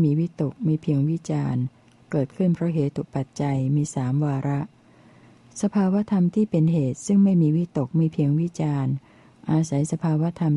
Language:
Thai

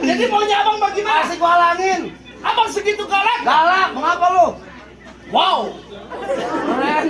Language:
Betawi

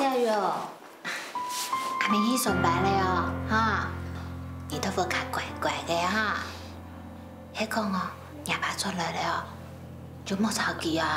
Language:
Hakka Chinese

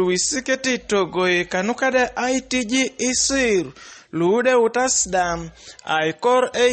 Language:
Teso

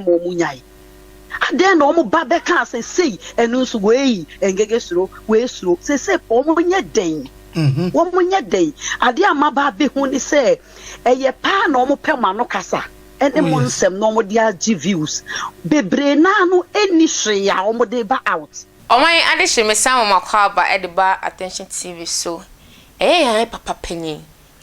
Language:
Akan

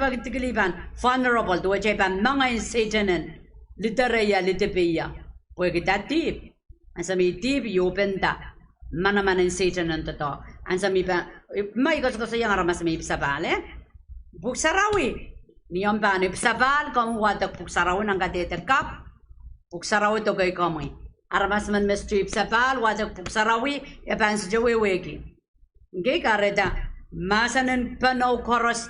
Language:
Pohnpeian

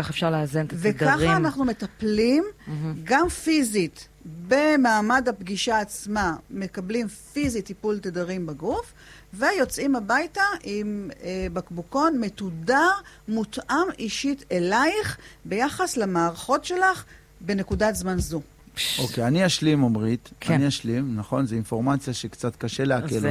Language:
Hebrew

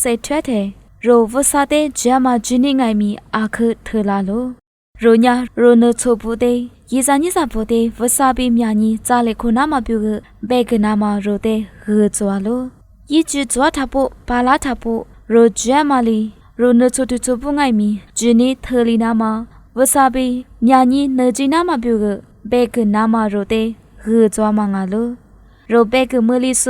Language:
Lisu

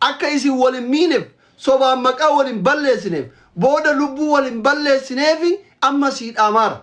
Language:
Oromo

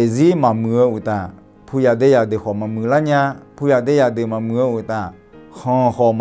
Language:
Akha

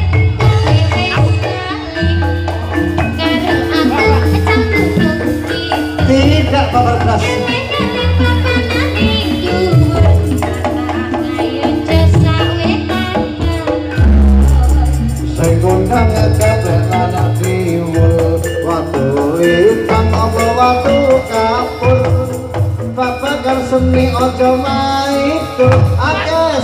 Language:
Javanese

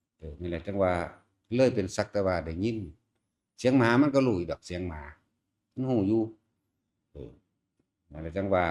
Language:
Northeastern Thai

